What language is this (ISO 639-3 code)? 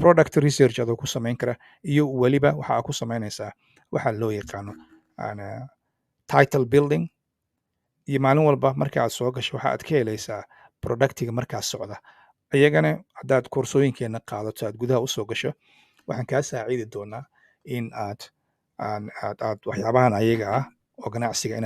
som